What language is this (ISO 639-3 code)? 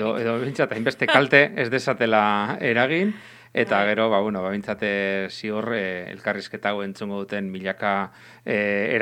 eus